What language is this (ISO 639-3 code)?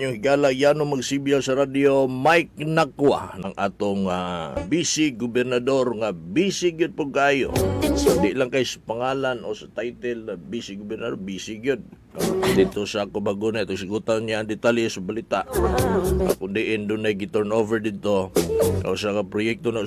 ceb